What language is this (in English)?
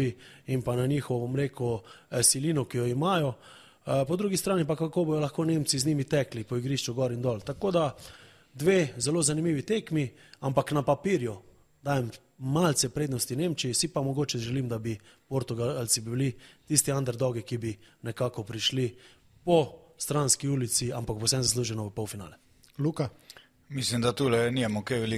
Slovenian